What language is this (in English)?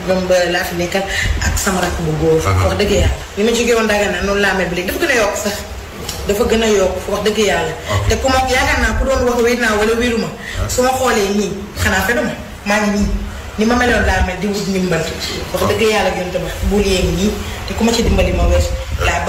Wolof